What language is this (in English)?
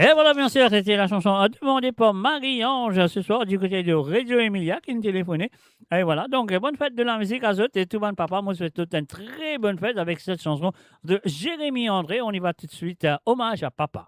Morisyen